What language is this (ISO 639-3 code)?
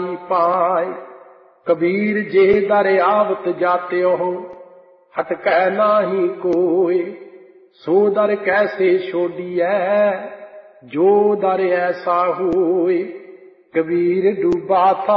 pan